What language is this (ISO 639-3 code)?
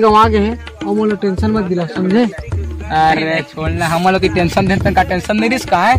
hne